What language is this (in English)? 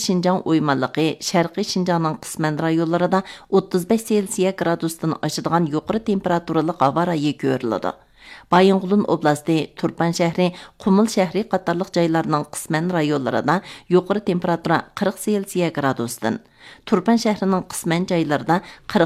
Uyghur